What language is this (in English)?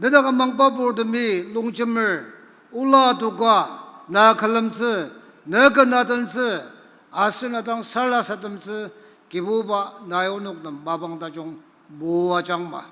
Ao Naga